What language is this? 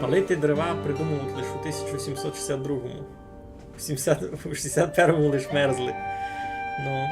Rusyn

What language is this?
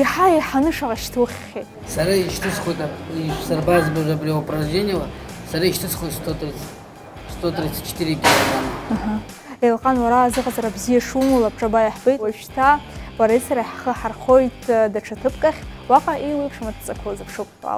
Abkhazian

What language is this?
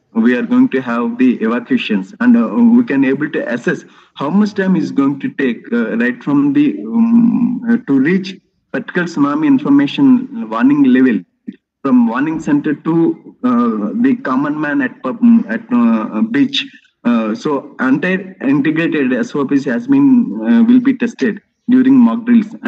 English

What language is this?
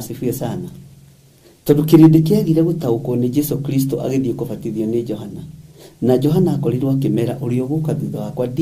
Kikuyu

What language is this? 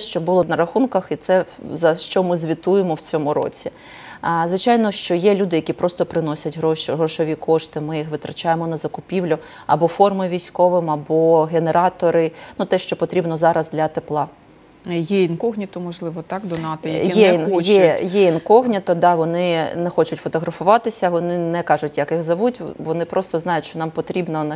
Ukrainian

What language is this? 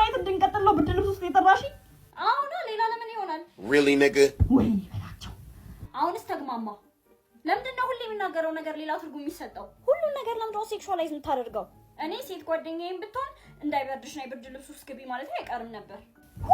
Amharic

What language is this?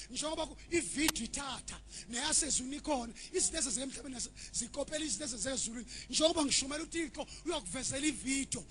Zulu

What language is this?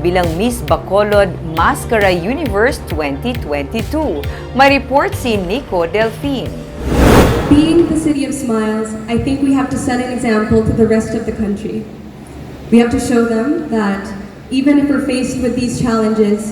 Hiligaynon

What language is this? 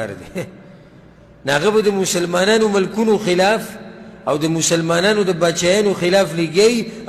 Pashto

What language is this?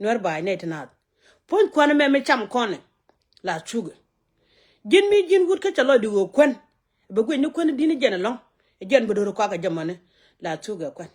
Nuer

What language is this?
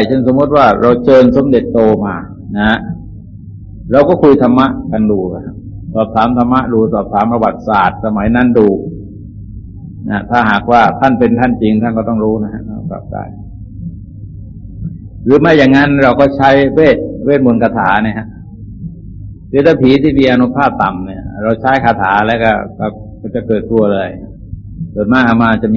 Thai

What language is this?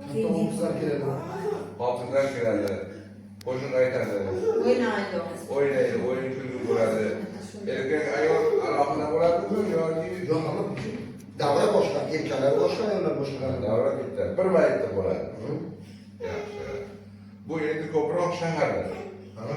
Uzbek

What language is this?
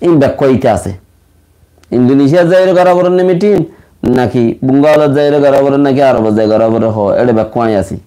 Rohingya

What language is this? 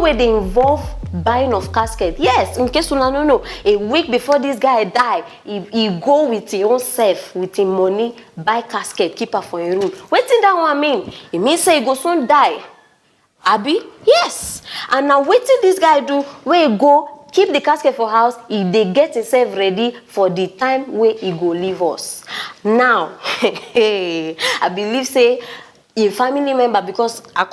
Nigerian Pidgin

